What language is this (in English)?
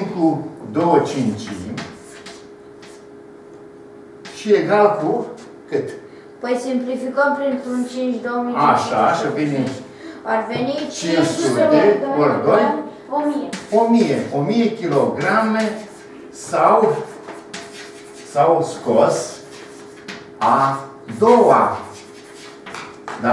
Romanian